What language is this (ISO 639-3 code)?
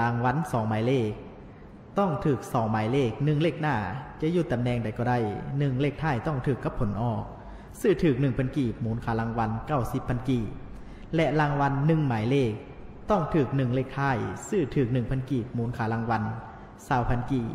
lao